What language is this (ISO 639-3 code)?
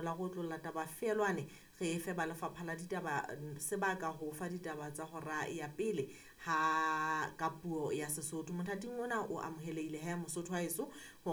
sot